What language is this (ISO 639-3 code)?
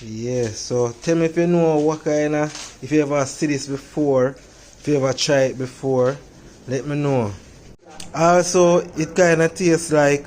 jam